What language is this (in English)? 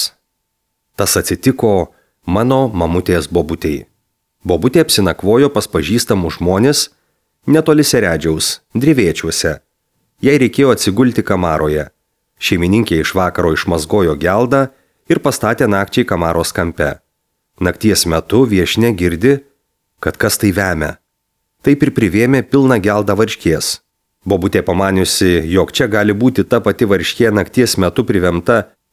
Lithuanian